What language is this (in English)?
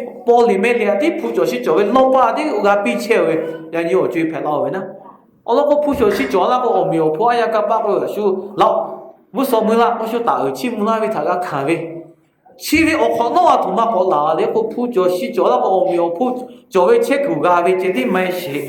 Lahu